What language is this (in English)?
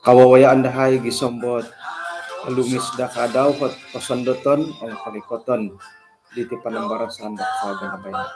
Central Dusun